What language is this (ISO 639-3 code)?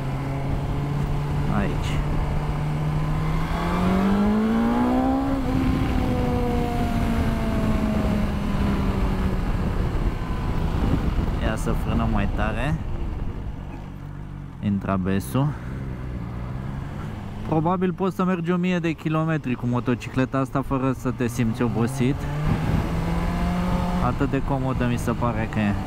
ron